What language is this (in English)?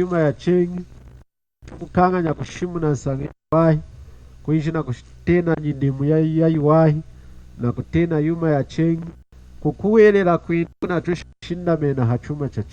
Lunda